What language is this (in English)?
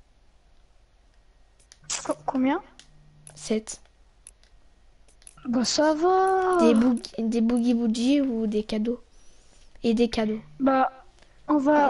French